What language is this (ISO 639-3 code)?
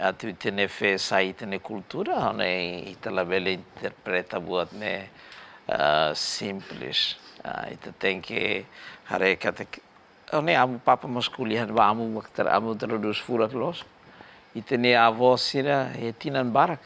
tet